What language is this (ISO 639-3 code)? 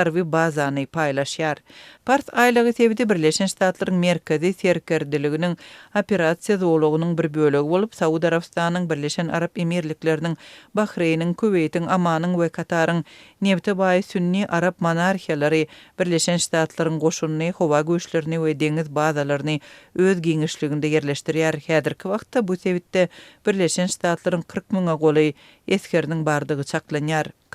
tuk